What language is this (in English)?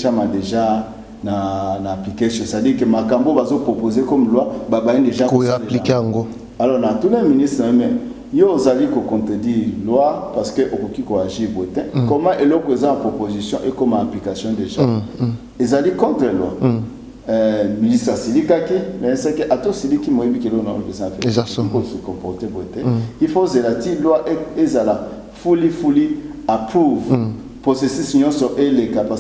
Lingala